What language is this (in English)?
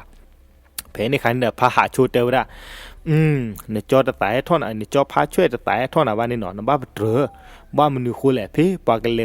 S'gaw Karen